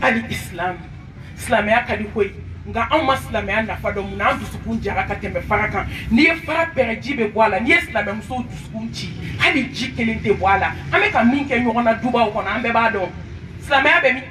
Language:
Bambara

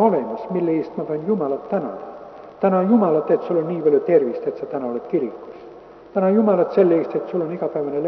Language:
Estonian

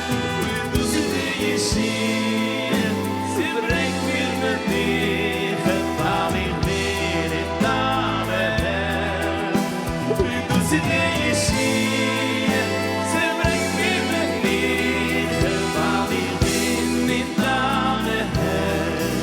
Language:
Yiddish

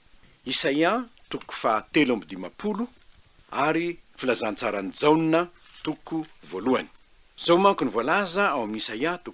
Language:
Malagasy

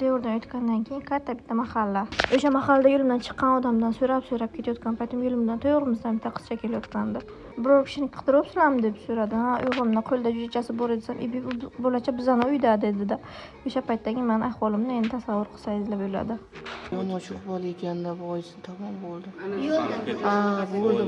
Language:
Uzbek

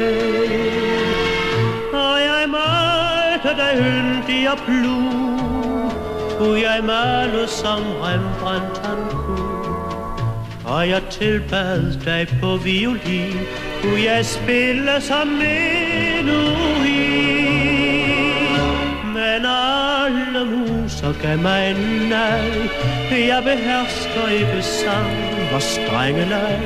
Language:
Danish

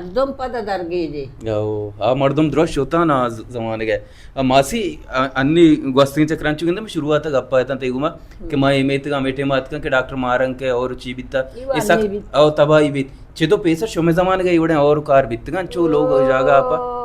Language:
Baluchi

